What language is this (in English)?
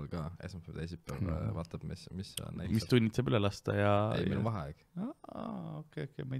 Estonian